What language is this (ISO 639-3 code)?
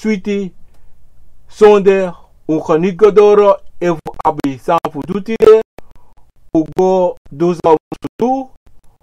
srn